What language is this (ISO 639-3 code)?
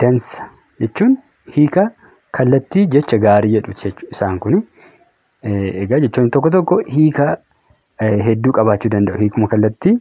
orm